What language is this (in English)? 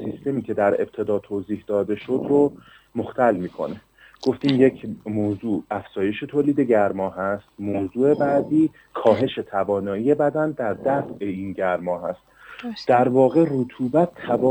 Persian